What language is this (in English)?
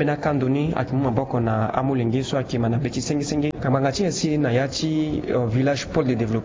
Sango